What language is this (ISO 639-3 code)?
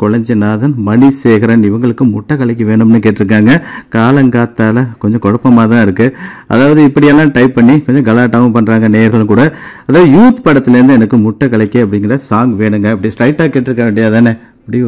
tam